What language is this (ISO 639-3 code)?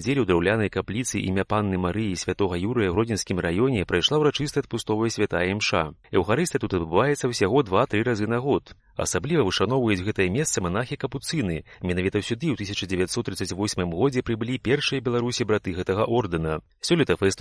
bel